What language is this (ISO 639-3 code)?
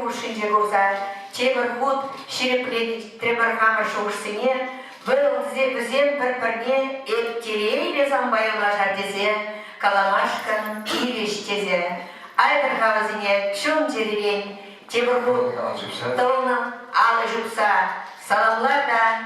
chv